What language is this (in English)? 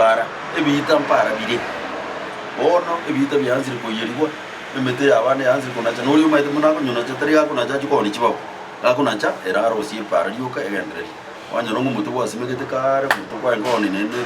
Gusii